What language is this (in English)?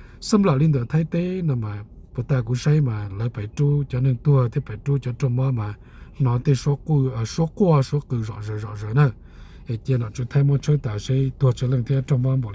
Hmong